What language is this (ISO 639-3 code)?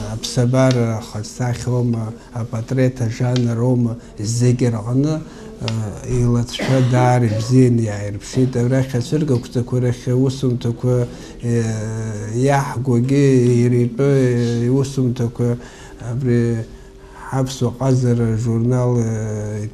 abk